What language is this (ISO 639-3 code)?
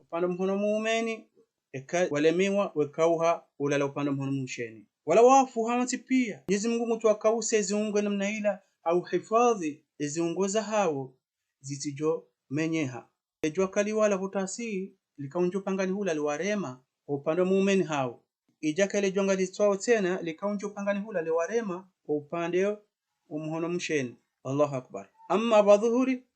zdj